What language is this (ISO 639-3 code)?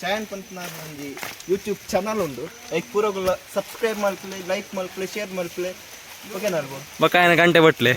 tcy